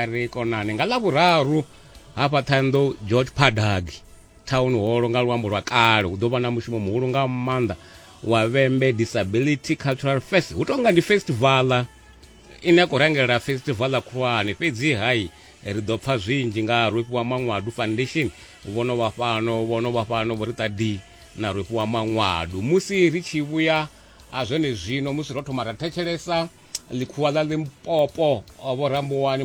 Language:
Venda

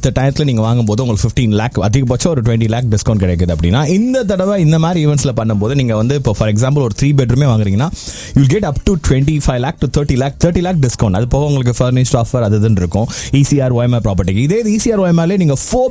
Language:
Tamil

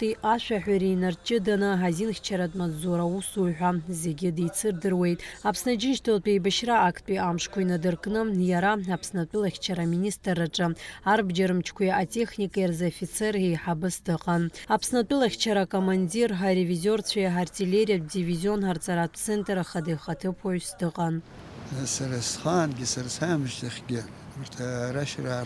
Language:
Abkhazian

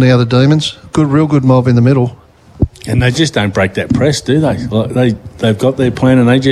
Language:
English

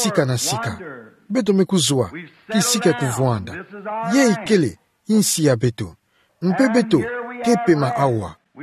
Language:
Kituba (Democratic Republic of Congo)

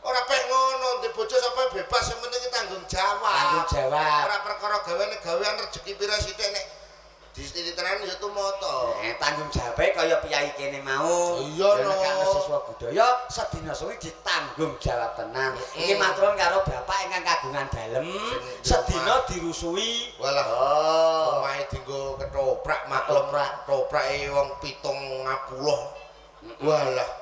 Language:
Javanese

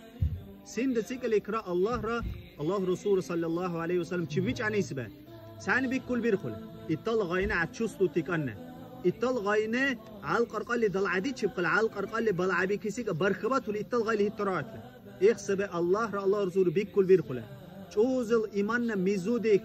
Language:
Dargwa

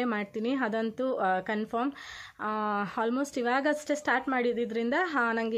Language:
Kannada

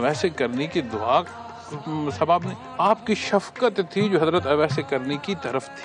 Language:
Urdu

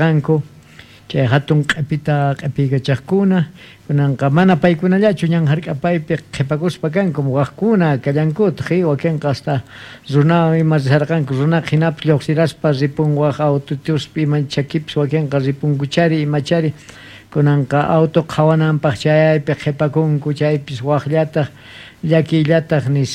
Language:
South Bolivian Quechua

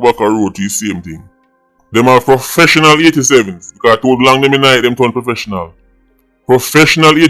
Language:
Jamaican Creole English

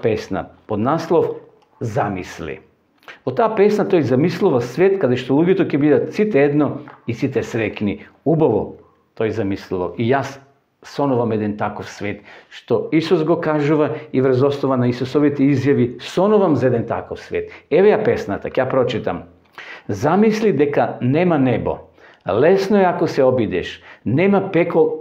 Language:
Macedonian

